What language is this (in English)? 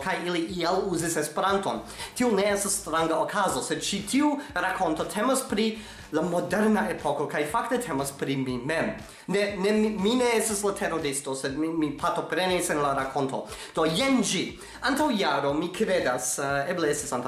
Esperanto